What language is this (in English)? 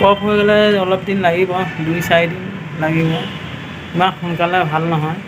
Assamese